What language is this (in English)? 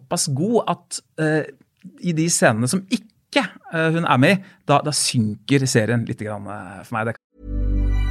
Norwegian